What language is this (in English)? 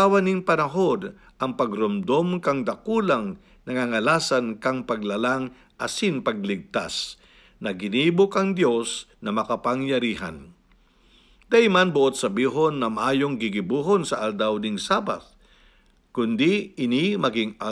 Bikol